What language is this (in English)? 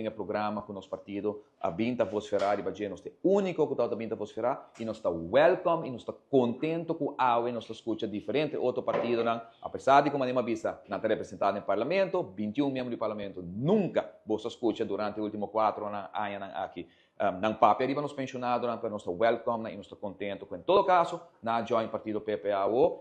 Papiamento